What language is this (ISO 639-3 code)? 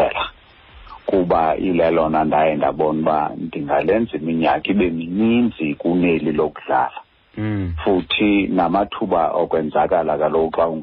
xho